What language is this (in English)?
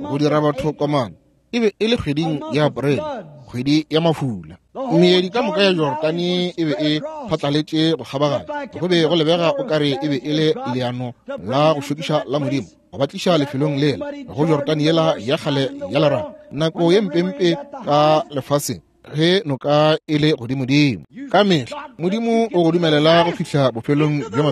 Northern Sotho